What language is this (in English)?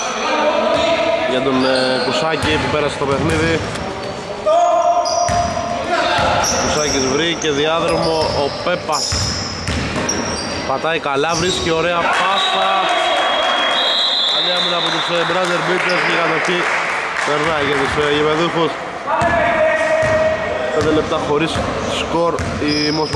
Greek